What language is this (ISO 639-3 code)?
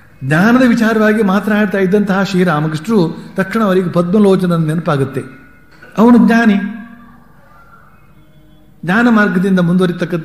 kan